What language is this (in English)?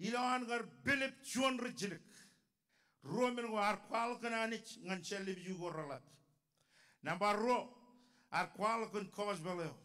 Marshallese